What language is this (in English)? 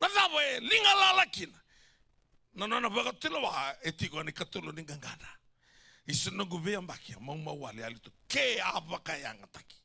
Fijian